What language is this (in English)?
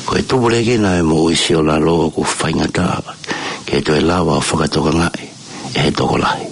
Tongan